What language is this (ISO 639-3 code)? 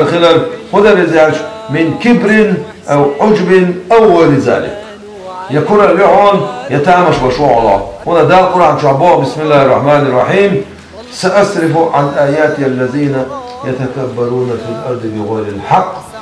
che